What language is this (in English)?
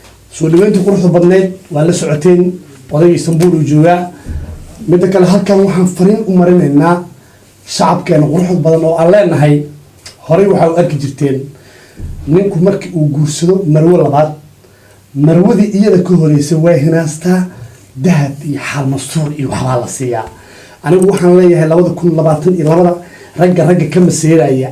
Somali